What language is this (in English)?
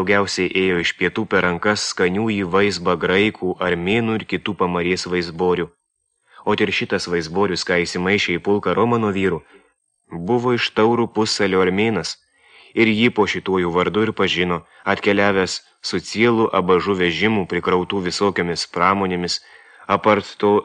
Lithuanian